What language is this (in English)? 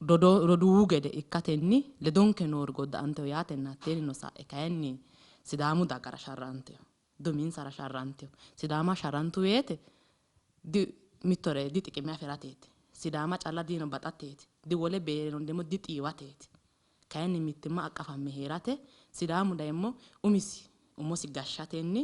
Sidamo